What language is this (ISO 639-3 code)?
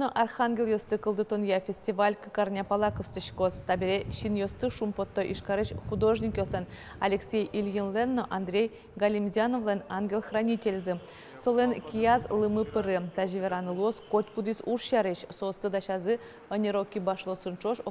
udm